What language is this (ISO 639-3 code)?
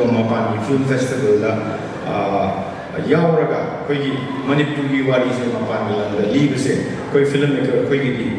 mni